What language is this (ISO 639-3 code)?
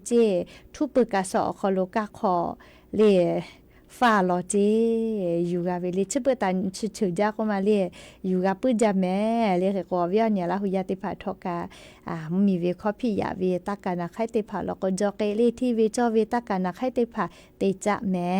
lhu